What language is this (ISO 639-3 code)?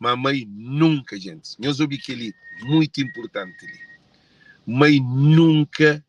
kea